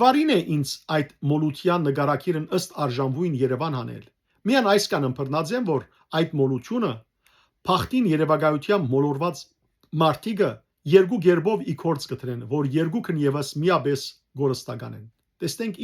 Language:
Western Armenian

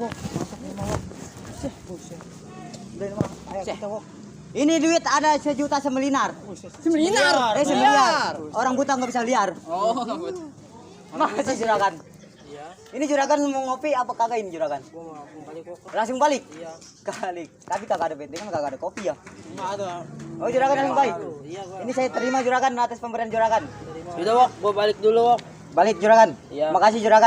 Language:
Betawi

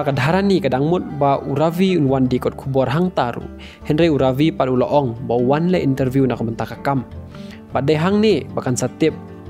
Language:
Khasi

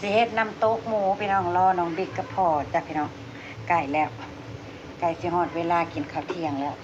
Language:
Northeastern Thai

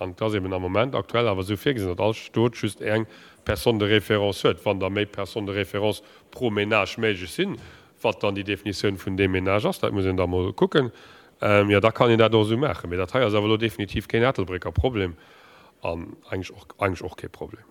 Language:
Luxembourgish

